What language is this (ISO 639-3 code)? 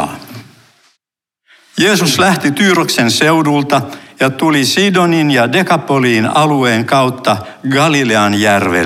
fin